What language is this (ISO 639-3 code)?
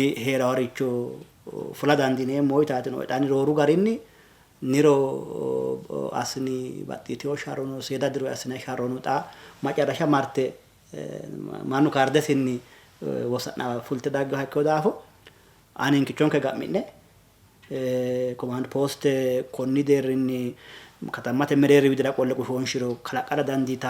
sid